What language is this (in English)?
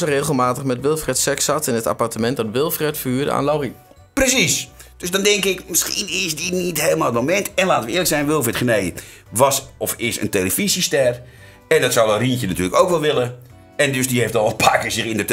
Dutch